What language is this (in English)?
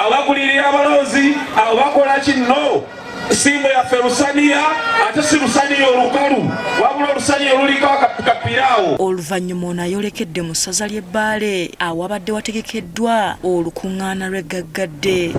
Ganda